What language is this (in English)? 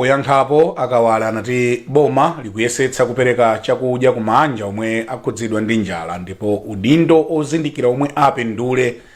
Nyanja